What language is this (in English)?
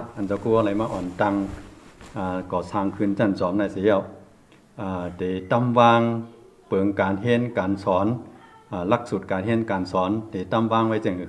Shan